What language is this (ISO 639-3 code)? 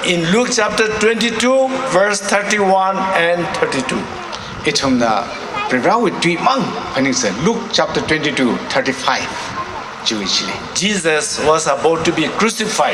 nmf